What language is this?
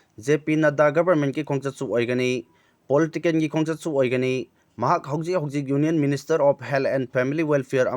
Manipuri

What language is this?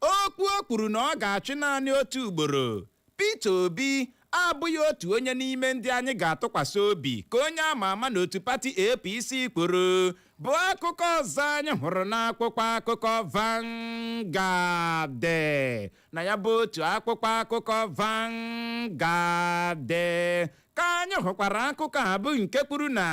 Igbo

